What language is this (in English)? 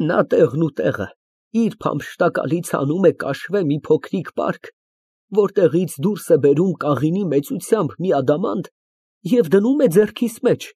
Armenian